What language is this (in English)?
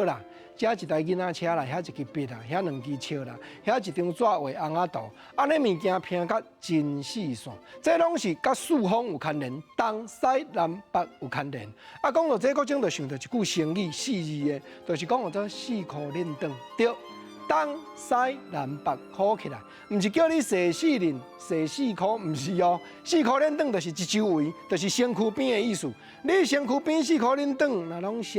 Min Nan Chinese